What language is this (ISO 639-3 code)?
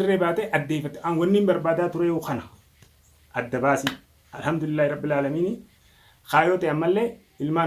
orm